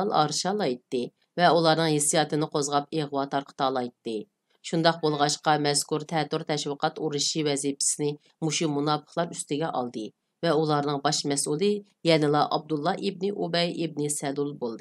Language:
Uyghur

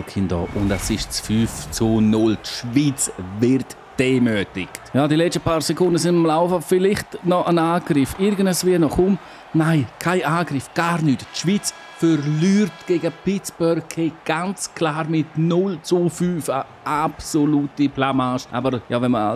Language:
Swiss German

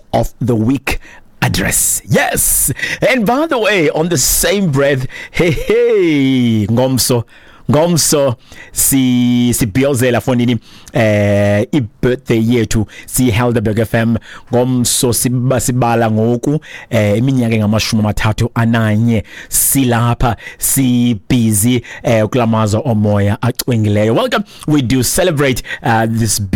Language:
Xhosa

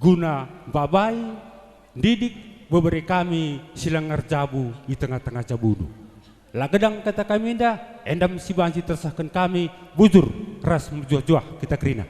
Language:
Batak Karo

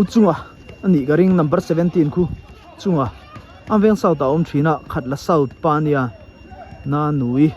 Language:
Mizo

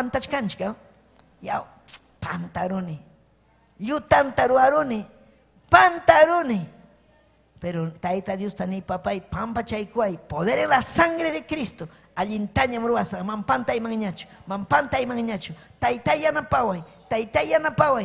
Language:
Ayacucho Quechua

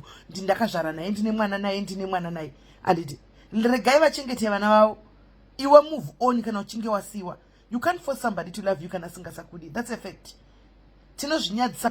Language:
Shona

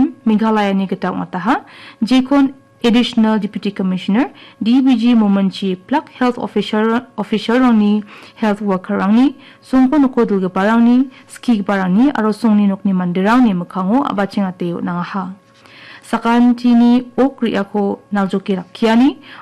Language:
Garo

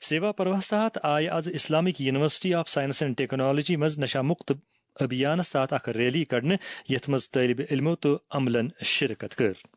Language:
Kashmiri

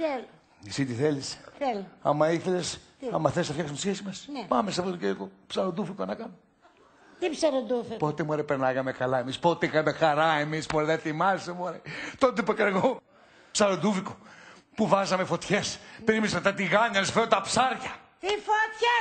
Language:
Greek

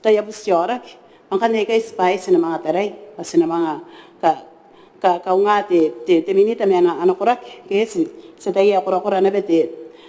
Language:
Gilbertese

